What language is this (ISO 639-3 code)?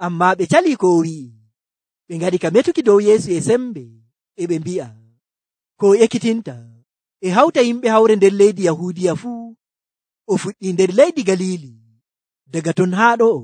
fuv